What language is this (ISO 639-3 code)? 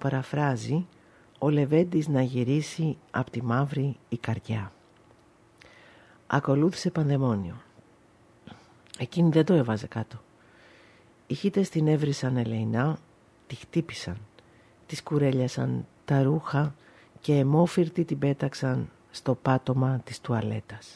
ell